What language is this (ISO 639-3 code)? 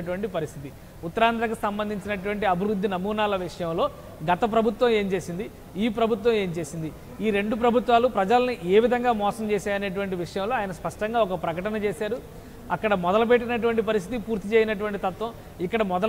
tel